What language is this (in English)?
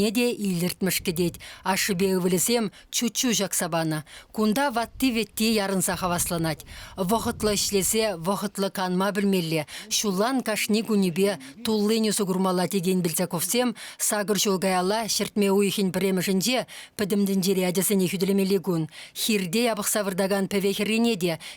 Chuvash